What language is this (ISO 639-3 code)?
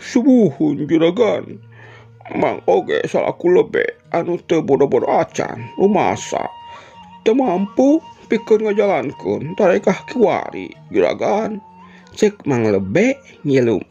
sun